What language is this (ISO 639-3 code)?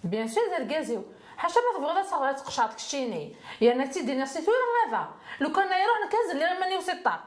kab